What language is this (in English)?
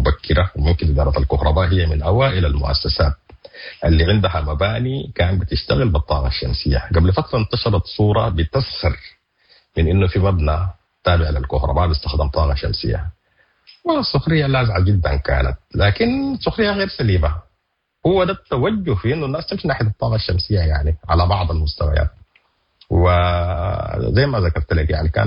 Sudanese Arabic